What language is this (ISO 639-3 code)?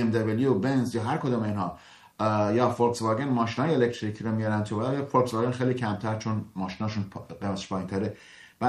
fas